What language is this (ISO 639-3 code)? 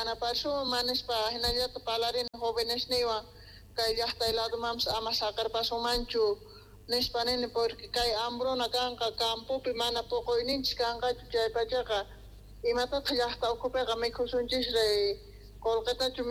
quh